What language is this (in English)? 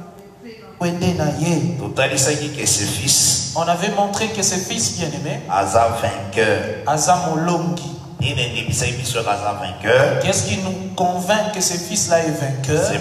French